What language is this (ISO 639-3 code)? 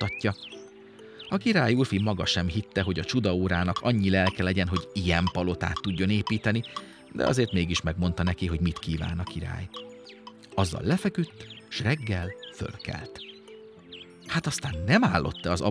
hun